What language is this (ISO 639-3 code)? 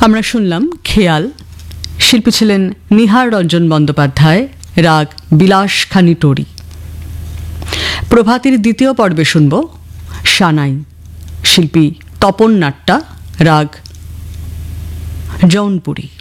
ben